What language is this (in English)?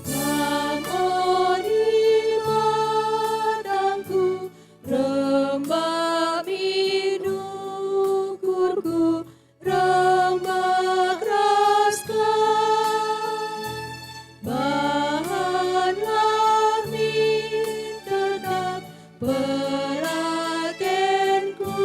Batak Karo